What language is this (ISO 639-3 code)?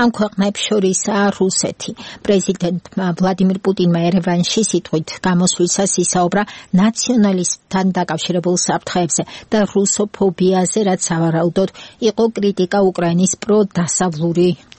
kat